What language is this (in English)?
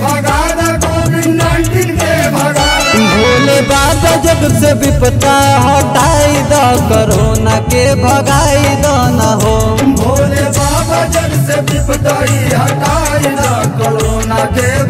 Bhojpuri